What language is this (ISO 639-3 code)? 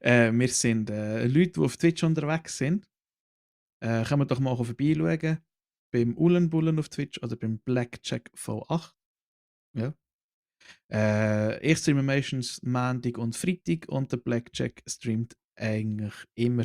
gsw